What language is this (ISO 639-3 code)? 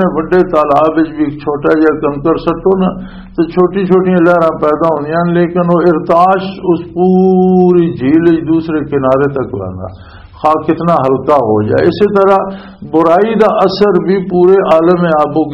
lah